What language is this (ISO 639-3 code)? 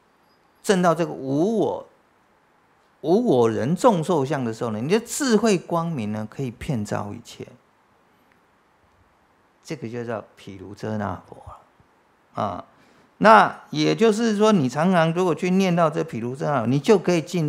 zho